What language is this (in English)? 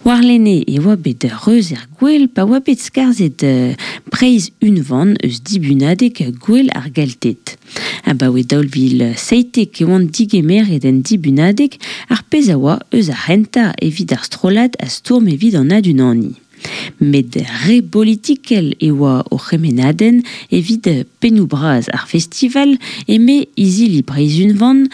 Breton